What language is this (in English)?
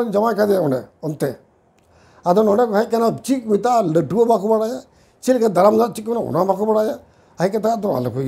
Santali